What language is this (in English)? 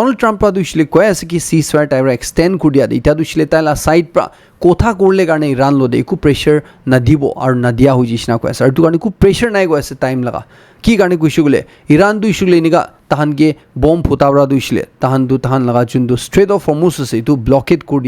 Naga Pidgin